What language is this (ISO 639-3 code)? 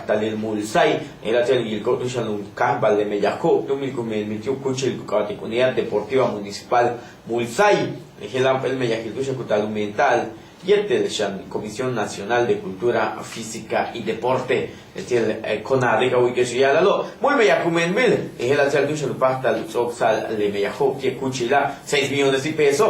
yua